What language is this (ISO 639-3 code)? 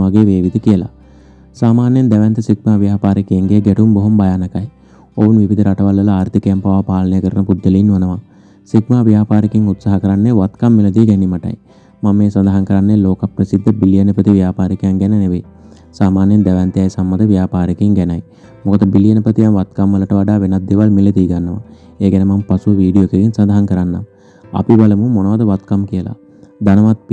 sin